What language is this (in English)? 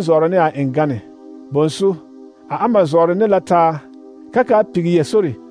Southern Dagaare